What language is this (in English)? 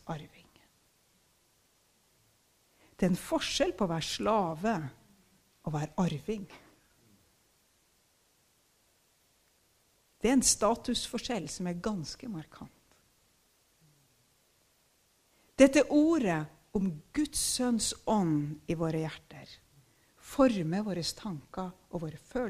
Norwegian